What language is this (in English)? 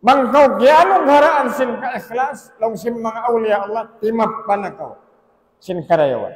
Tausug